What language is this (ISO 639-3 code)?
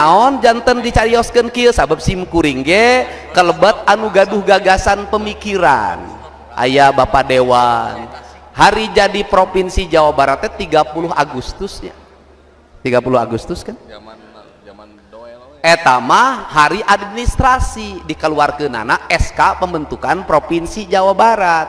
sun